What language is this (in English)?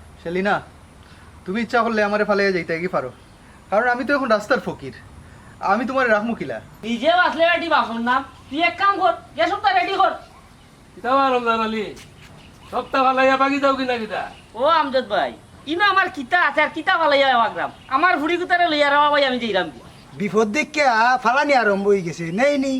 Sylheti